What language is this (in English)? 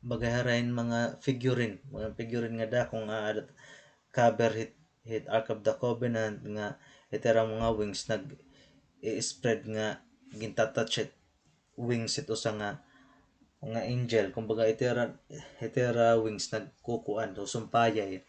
Waray